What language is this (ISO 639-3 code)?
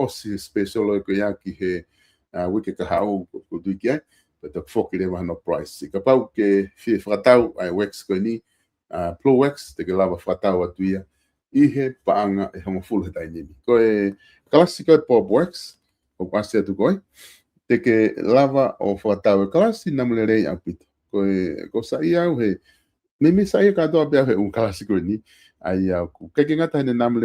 ton